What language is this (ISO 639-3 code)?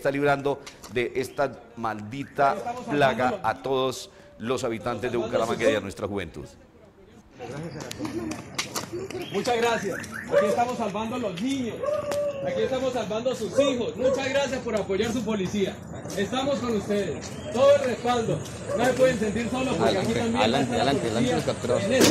spa